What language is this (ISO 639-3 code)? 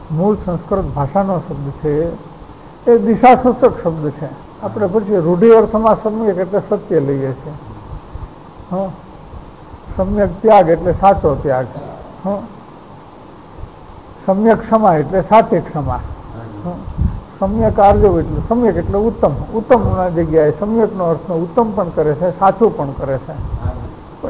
guj